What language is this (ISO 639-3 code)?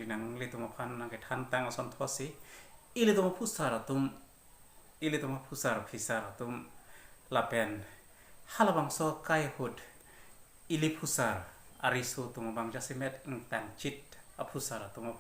mjw